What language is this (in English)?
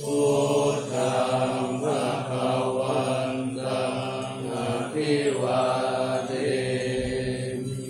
Pali